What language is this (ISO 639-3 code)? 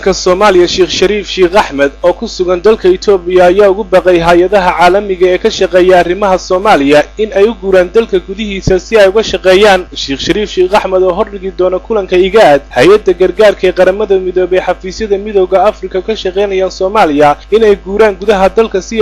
som